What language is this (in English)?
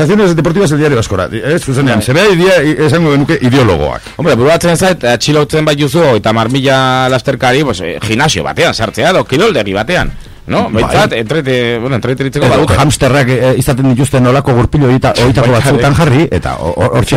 Basque